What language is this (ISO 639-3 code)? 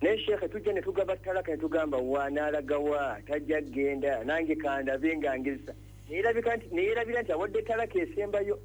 lug